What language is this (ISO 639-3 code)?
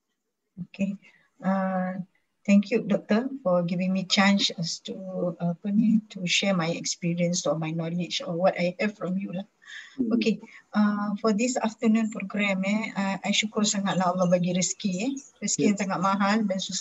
msa